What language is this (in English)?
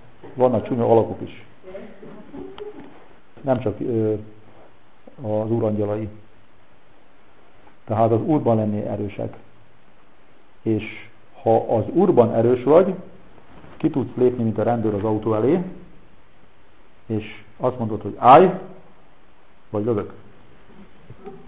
Hungarian